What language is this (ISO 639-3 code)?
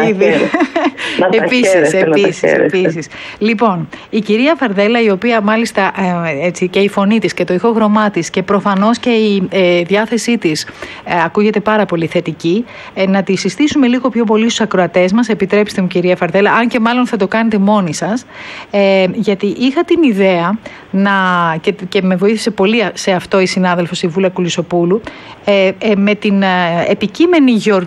ell